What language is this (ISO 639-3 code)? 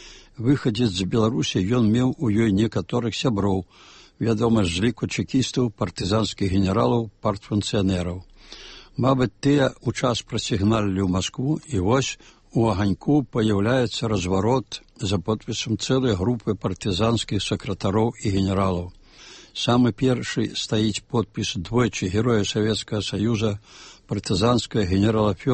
bel